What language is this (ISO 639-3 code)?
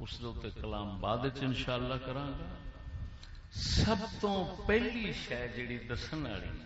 skr